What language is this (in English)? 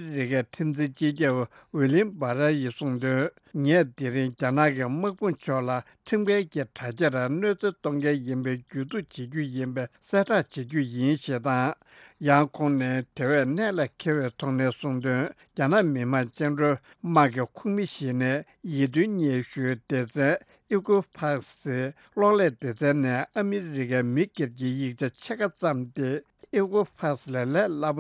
Tibetan